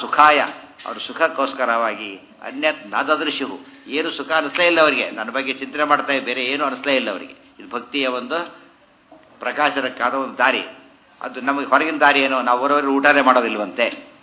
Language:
Kannada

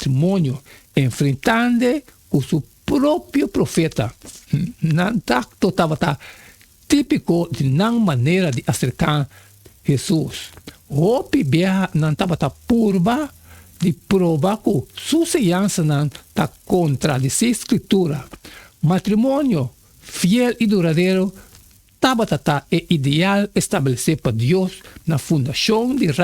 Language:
Papiamento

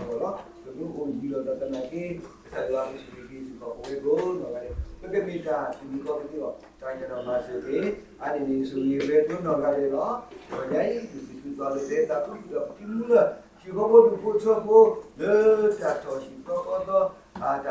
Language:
S'gaw Karen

